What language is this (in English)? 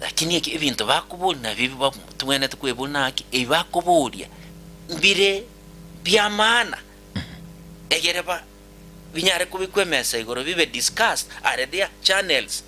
Gusii